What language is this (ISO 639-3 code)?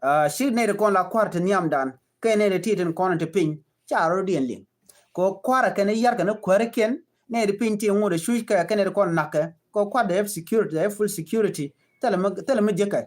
nus